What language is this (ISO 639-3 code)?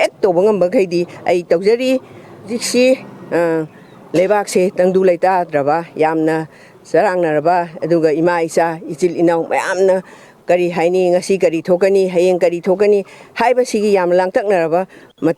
mni